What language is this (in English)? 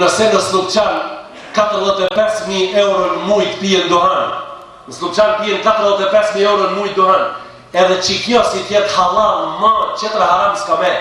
Albanian